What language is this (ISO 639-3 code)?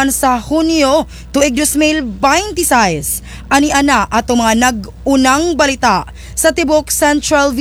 ceb